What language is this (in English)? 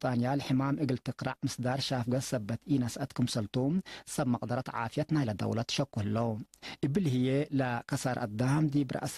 Tigre